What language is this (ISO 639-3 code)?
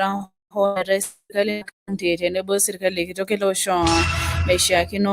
mas